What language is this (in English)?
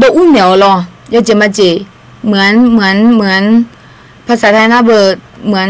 Akha